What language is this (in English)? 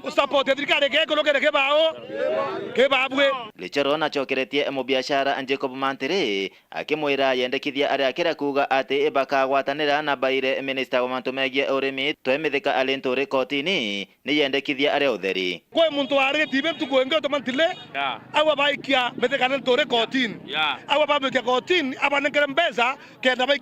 Meru